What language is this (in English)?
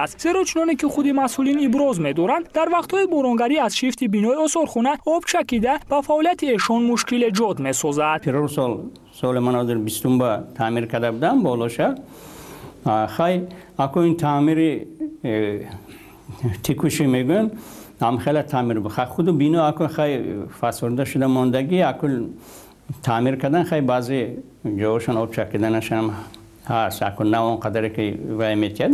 Tajik